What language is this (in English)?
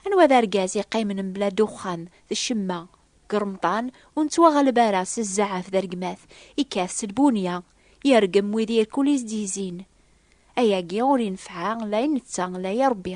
Kabyle